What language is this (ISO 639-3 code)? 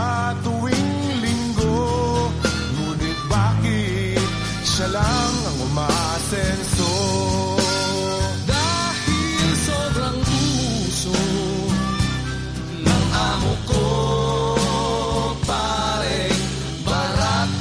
fil